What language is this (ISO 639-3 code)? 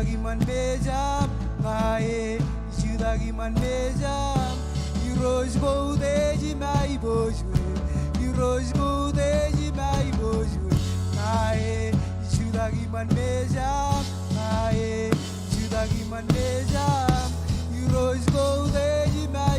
mah